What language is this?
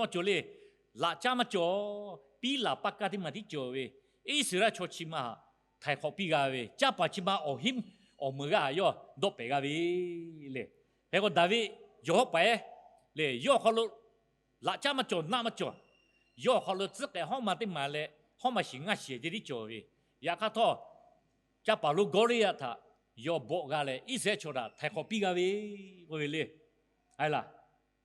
Lahu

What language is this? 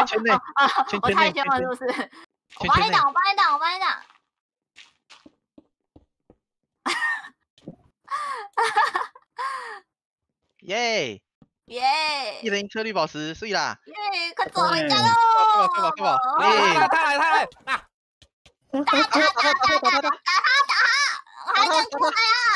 Chinese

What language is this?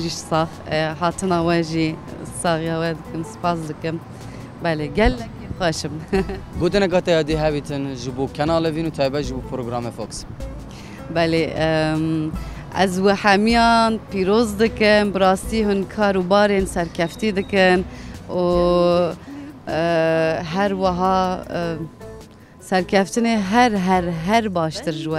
Kurdish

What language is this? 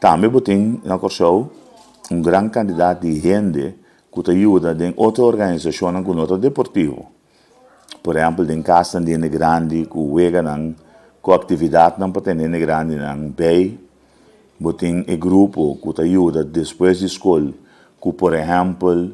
Papiamento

